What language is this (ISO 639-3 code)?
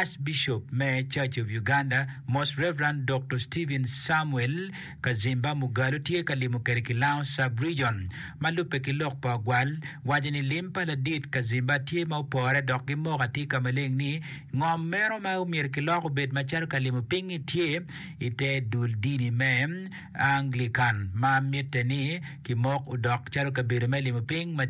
ach